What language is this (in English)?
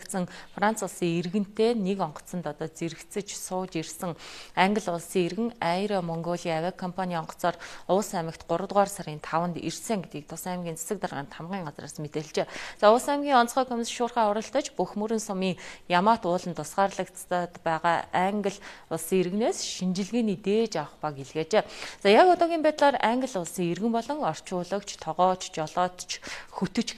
Mongolian